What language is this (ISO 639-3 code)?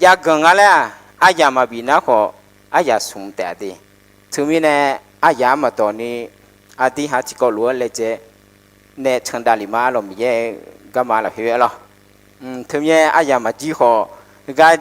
ahk